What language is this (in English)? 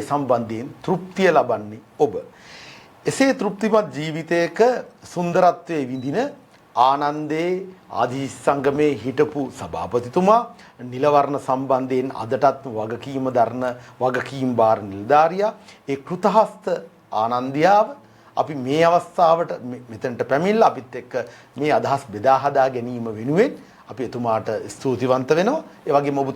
Sinhala